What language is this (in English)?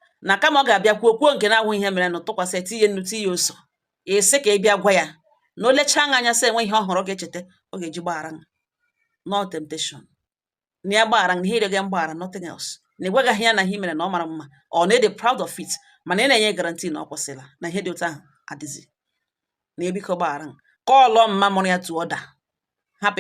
Igbo